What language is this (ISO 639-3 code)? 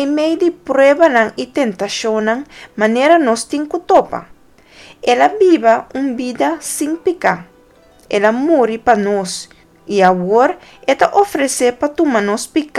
pap